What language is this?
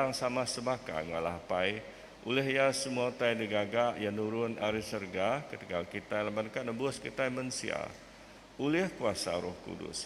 Iban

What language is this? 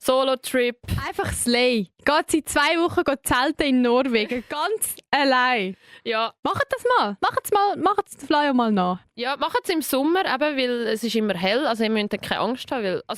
Swiss German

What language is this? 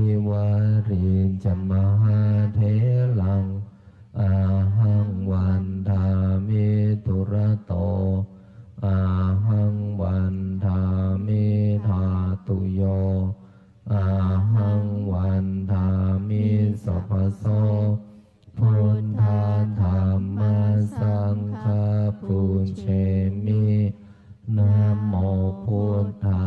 Pali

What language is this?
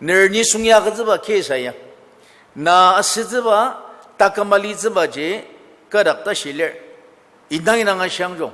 Ao Naga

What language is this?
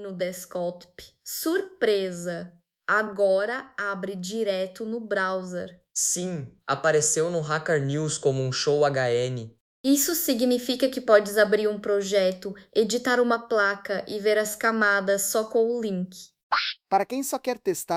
Portuguese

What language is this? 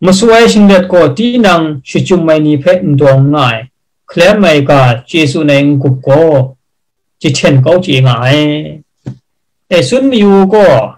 Kachin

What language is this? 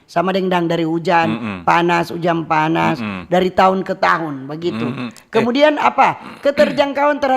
Manado Malay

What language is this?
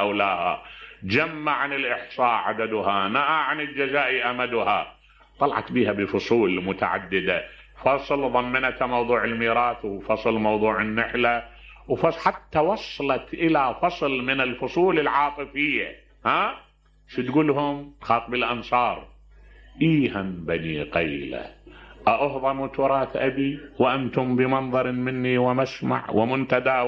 Mesopotamian Arabic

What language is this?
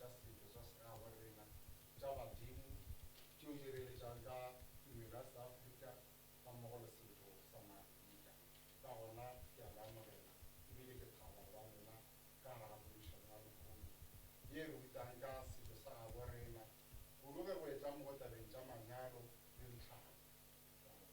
Northern Sotho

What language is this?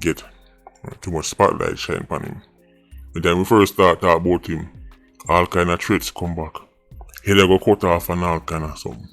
Jamaican Creole English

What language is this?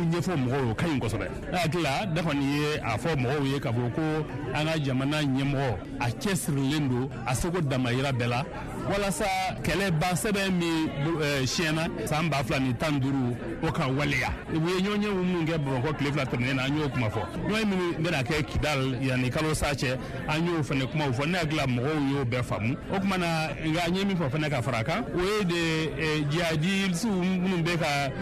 Bambara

